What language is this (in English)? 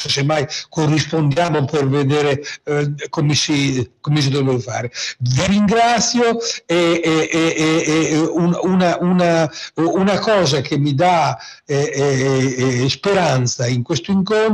Italian